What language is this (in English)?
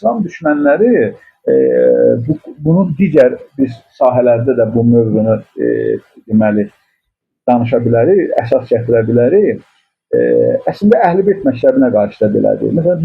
Azerbaijani